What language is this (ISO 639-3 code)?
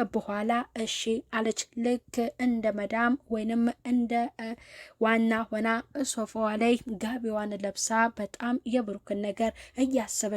amh